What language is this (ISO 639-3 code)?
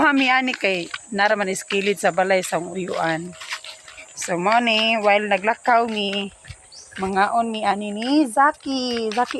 ceb